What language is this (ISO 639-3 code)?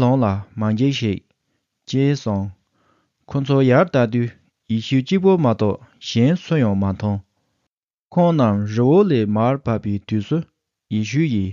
bod